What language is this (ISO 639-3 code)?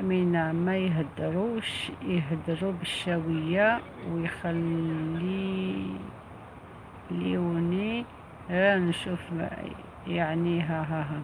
arq